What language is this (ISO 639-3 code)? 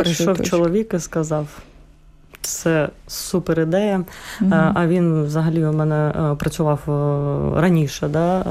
ukr